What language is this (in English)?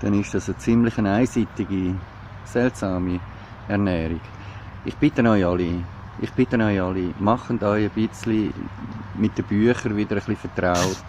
Swiss German